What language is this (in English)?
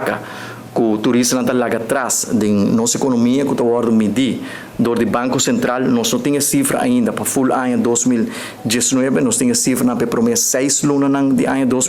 Papiamento